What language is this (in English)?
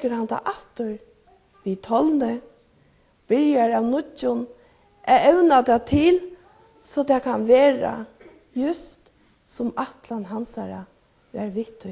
Faroese